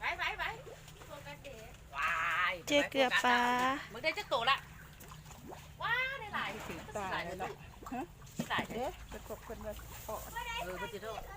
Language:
Lao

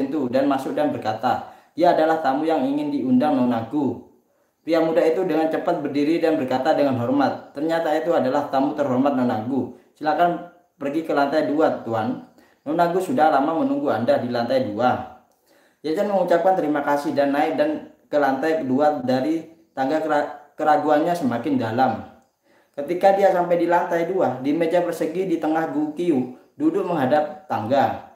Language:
Indonesian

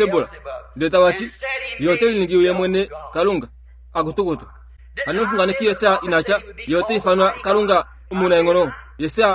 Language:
Kuanyama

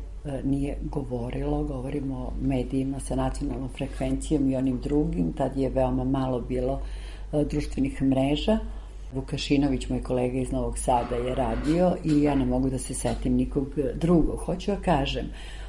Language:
Serbian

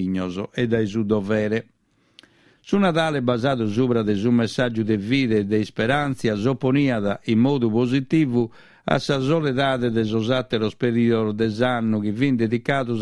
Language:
Sardinian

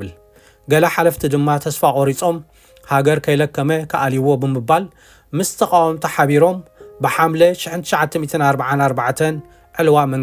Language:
Tigrinya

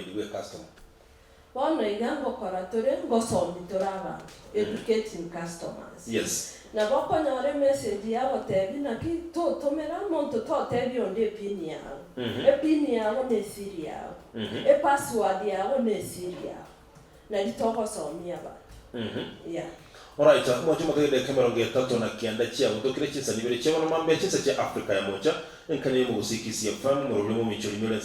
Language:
Gusii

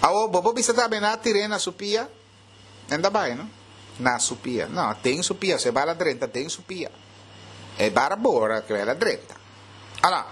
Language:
Papiamento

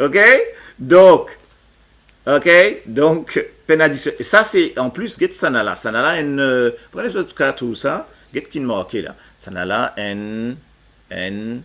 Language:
Morisyen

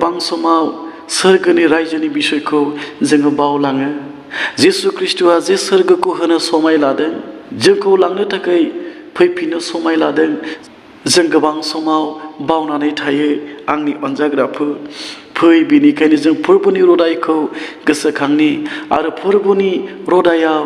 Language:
Bodo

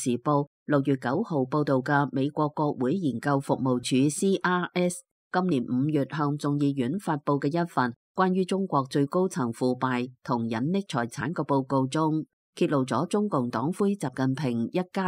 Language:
Cantonese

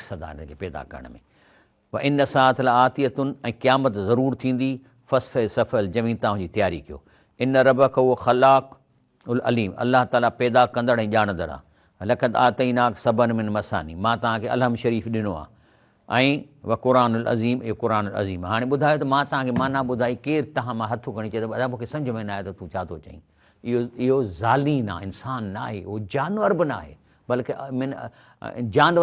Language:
Sindhi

